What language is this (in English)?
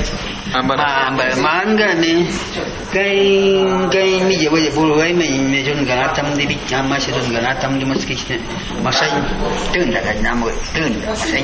Awa-Cuaiquer